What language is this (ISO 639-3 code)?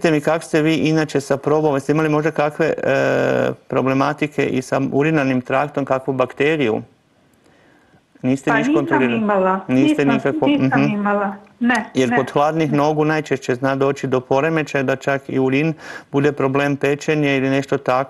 hrv